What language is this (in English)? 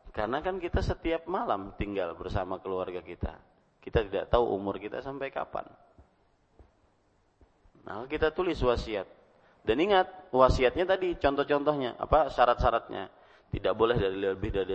Indonesian